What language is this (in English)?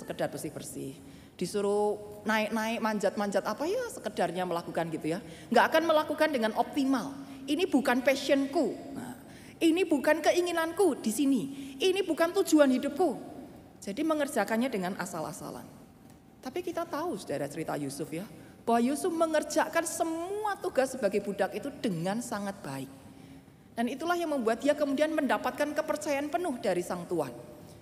Indonesian